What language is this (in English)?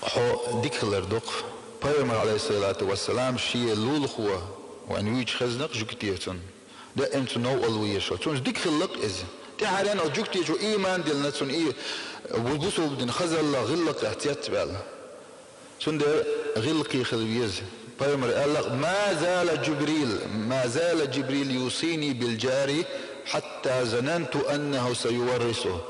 Chechen